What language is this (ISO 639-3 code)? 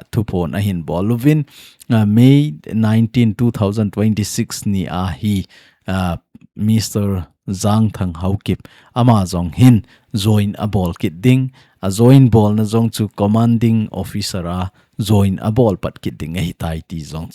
tcz